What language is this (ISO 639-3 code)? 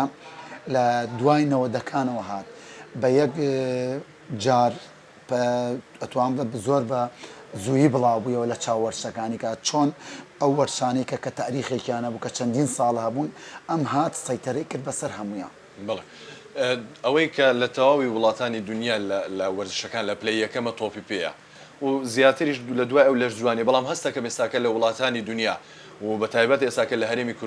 ckb